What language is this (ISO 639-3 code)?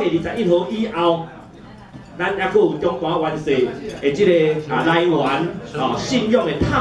nan